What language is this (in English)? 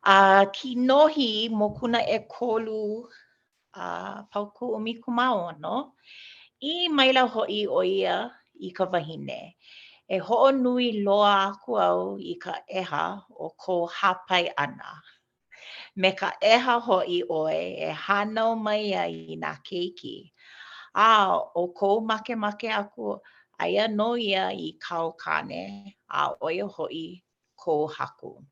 Hawaiian